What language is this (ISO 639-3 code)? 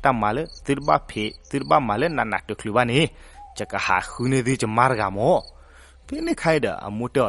ksw